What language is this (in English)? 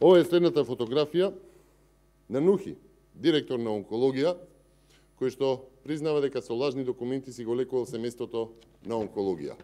Macedonian